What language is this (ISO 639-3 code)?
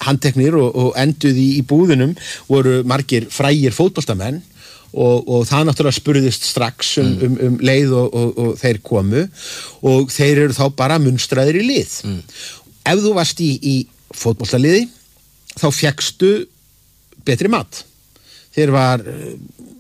isl